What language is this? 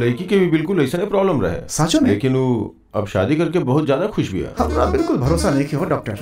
Bhojpuri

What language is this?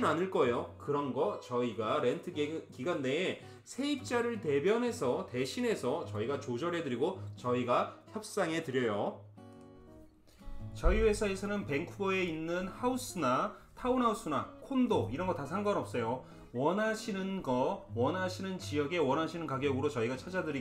Korean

